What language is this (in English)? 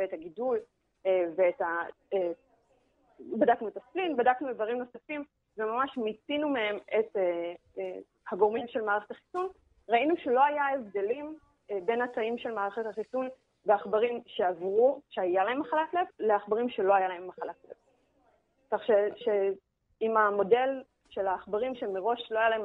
Hebrew